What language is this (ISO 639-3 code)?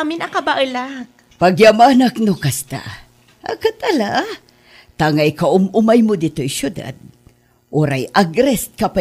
ilo